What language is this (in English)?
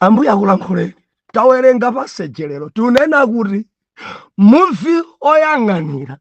Nyanja